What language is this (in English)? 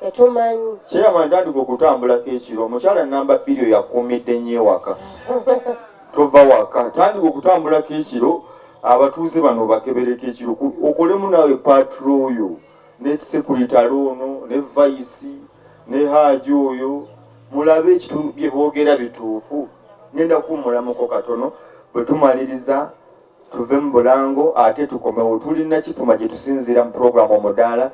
Ganda